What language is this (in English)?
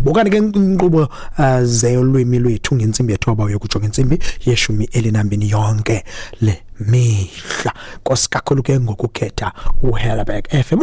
Xhosa